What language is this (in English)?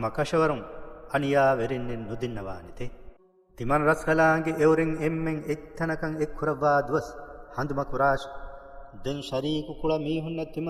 Divehi